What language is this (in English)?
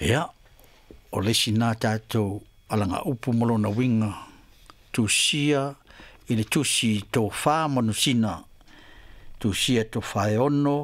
Samoan